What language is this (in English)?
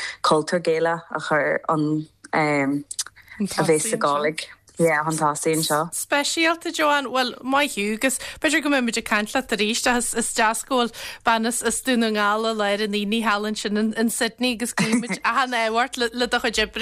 Irish